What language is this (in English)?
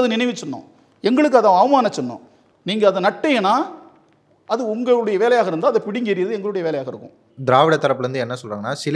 Tamil